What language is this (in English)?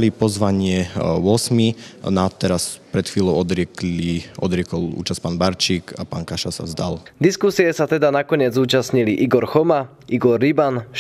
Slovak